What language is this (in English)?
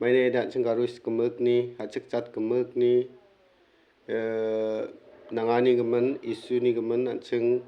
Garo